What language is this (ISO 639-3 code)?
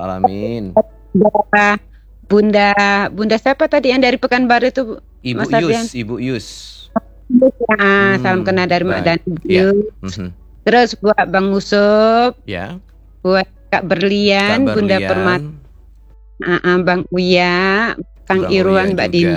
ind